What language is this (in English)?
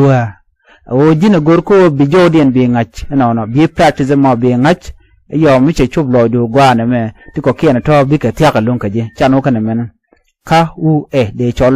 Nuer